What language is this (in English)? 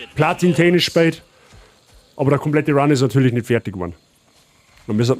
Bavarian